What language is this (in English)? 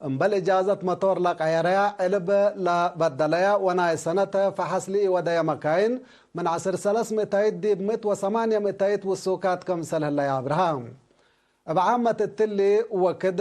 Tigre